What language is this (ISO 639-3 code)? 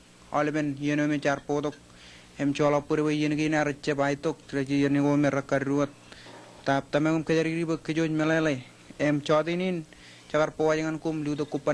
mah